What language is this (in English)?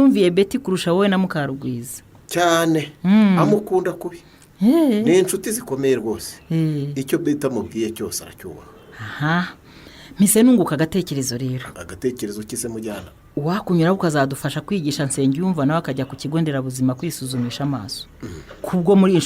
Kinyarwanda